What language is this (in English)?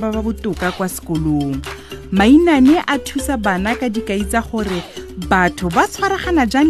Tswana